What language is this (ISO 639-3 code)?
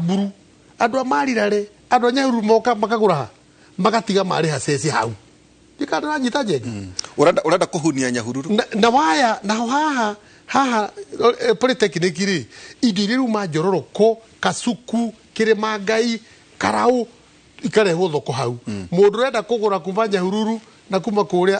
kik